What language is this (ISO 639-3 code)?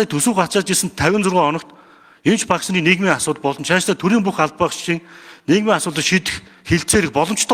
mon